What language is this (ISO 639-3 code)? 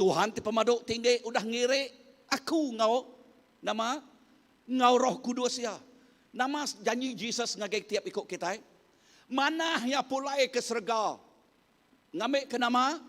iba